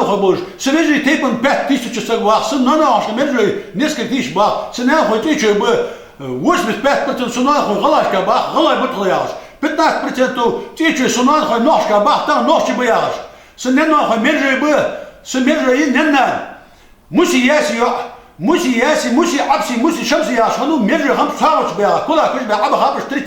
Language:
Ingush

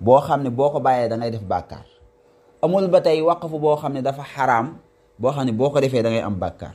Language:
Wolof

